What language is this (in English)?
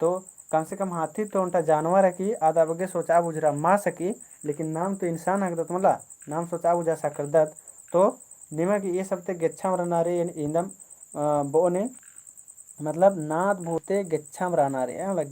Kurukh